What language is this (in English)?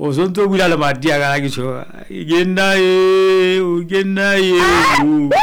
Southern Sotho